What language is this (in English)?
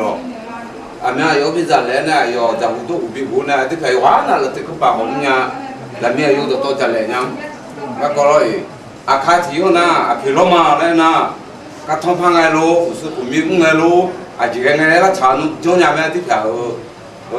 Akha